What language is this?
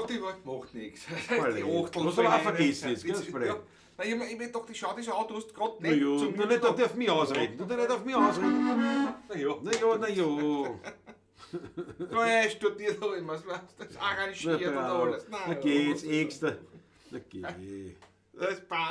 Bavarian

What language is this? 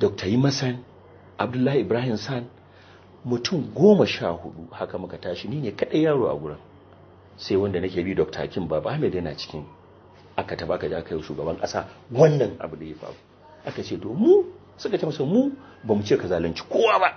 Hausa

